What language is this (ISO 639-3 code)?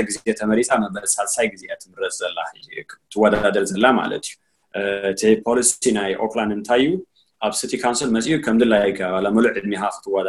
tir